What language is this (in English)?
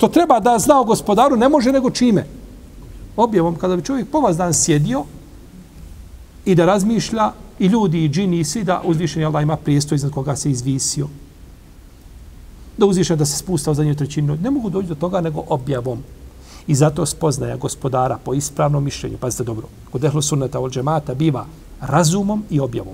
Bosnian